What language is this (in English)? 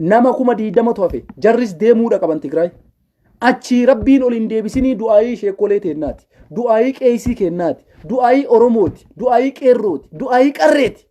Oromo